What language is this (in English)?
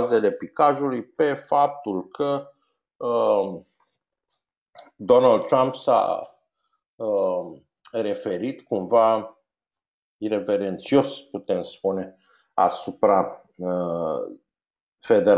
Romanian